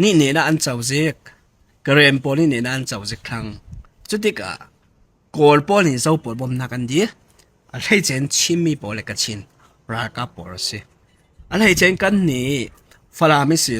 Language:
Falam Chin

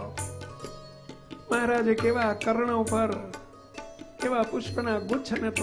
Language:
Gujarati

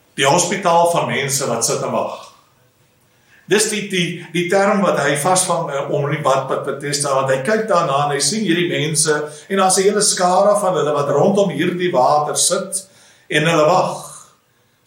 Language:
Afrikaans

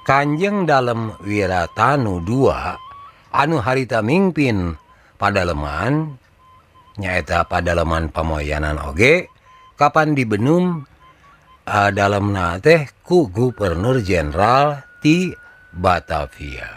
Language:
Sundanese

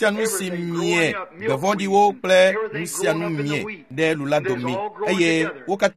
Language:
Ewe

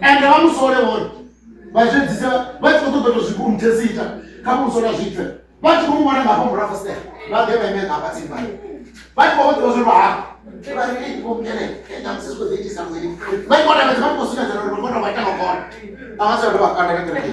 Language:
Venda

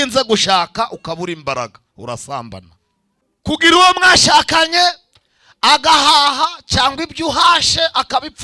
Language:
Kinyarwanda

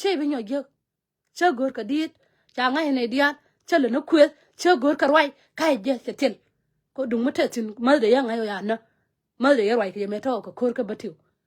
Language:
Nuer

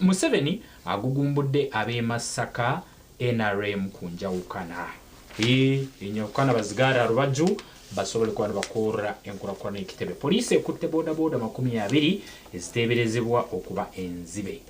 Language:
Nyankole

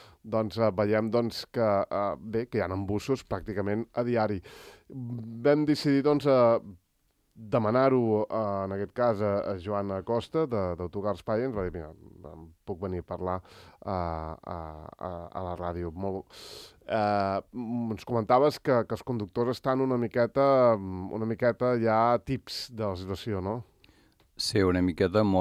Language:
Catalan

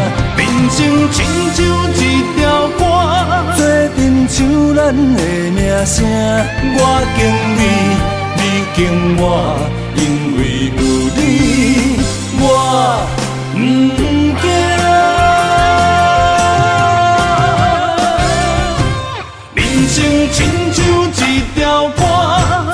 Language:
Min Nan Chinese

